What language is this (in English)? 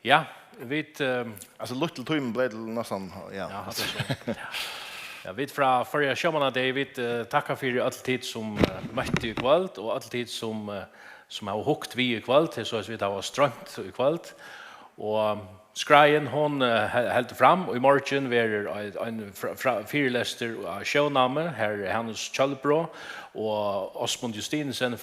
Faroese